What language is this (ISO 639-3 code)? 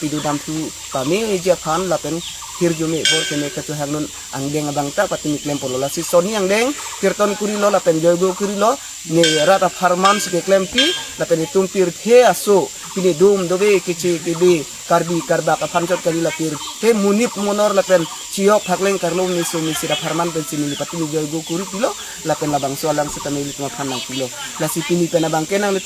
mjw